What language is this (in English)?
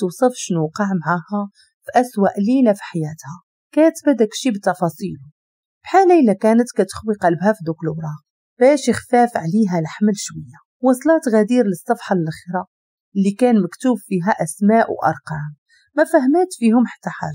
Moroccan Arabic